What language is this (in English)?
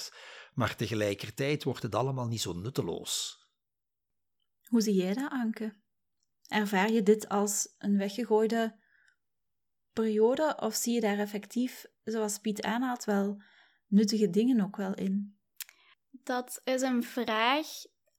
Dutch